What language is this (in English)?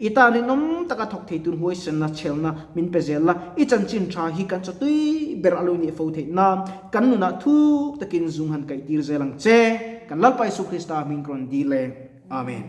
Mizo